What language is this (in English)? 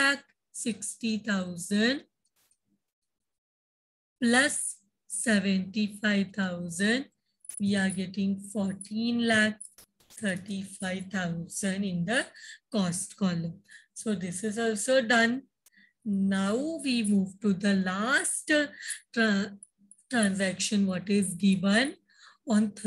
English